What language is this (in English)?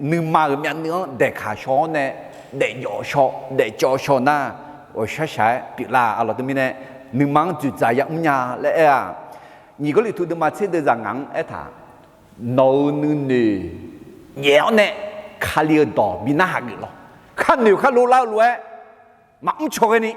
Akha